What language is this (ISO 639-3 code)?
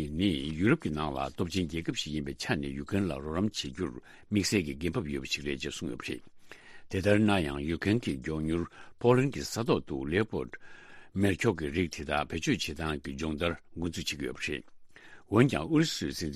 bod